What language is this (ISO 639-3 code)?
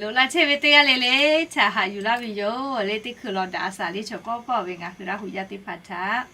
lhu